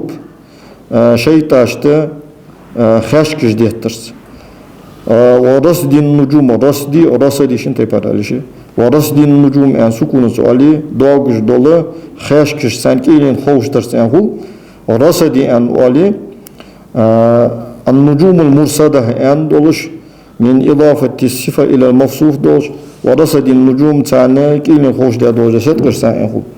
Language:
Ingush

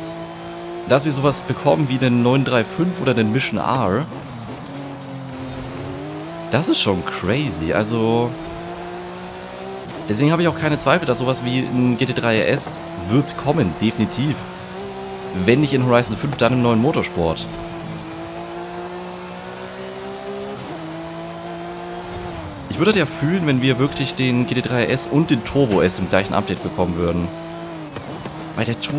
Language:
German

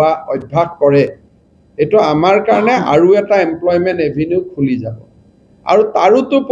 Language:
Assamese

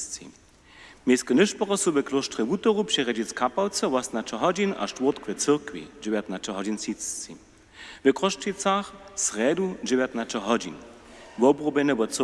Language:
Upper Sorbian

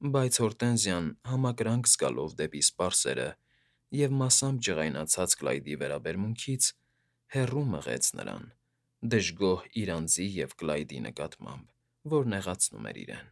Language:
Armenian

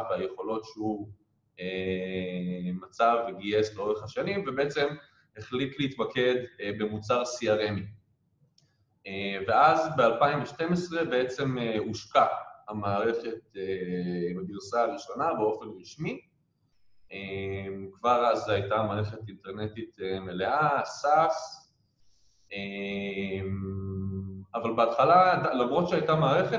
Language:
Hebrew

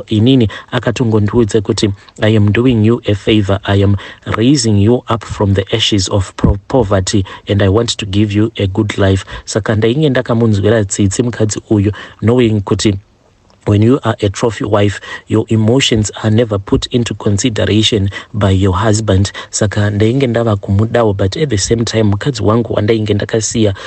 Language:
Shona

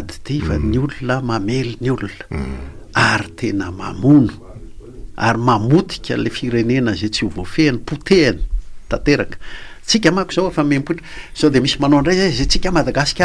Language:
Malagasy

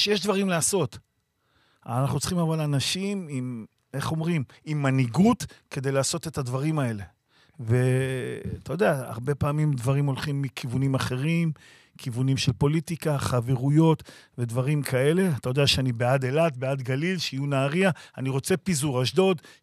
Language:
Hebrew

